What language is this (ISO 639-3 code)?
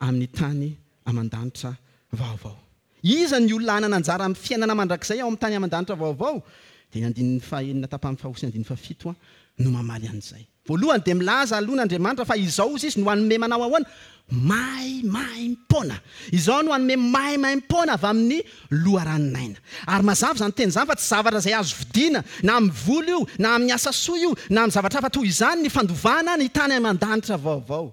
mlg